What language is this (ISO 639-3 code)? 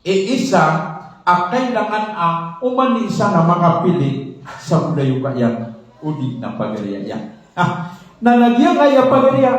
mrw